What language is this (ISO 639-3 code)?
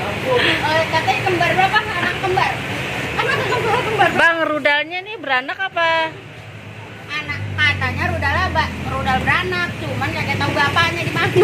bew